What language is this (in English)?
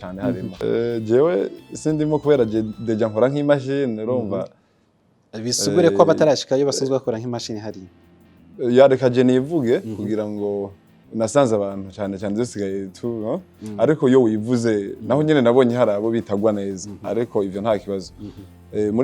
Rundi